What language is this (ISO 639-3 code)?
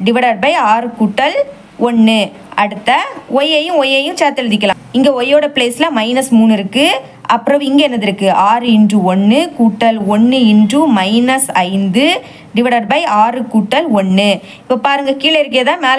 tam